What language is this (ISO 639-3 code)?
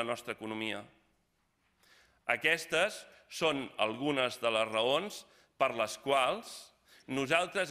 cat